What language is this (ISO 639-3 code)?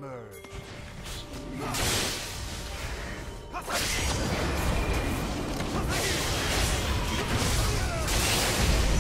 eng